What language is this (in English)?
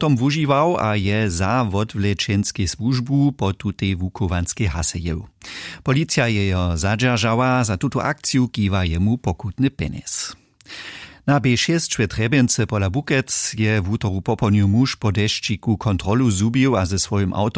Upper Sorbian